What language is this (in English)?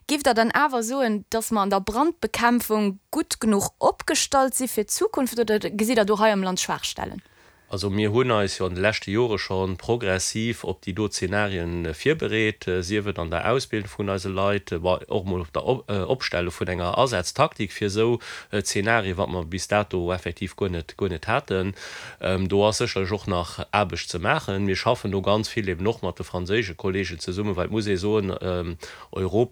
Luxembourgish